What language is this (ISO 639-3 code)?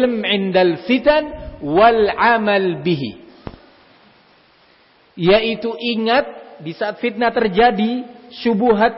ind